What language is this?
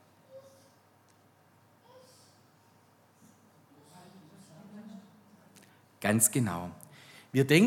German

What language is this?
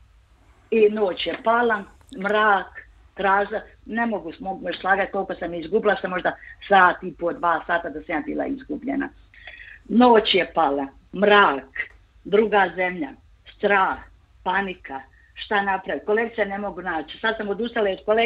Bosnian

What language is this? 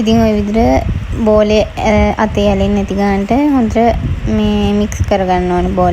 Sinhala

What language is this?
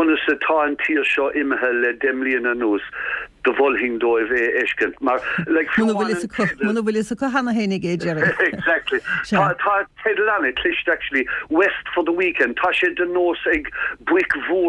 Irish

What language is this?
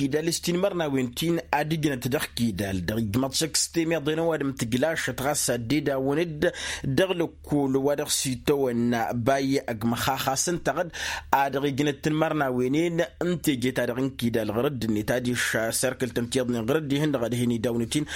Tamasheq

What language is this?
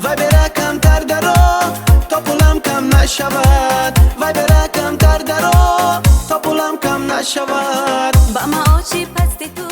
Tajik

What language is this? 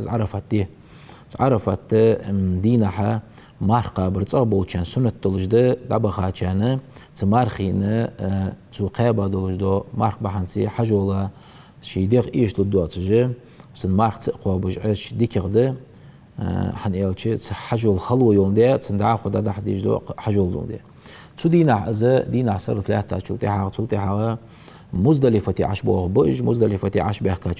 Ingush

